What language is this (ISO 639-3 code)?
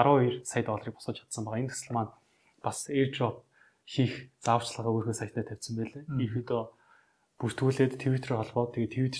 mon